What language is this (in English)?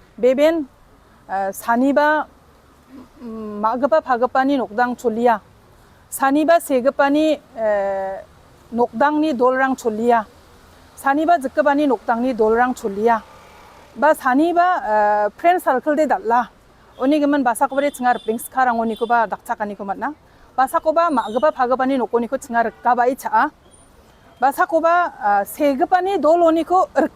Garo